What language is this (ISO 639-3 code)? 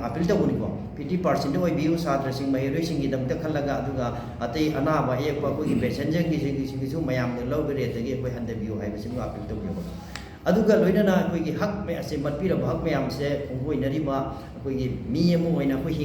mni